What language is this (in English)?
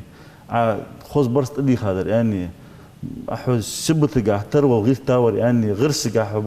Ingush